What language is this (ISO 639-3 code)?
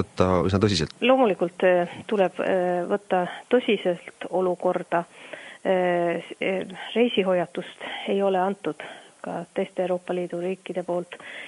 est